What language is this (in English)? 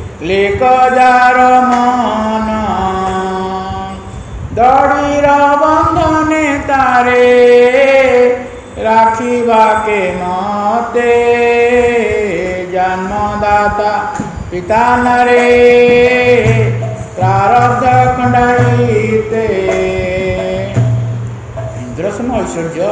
Odia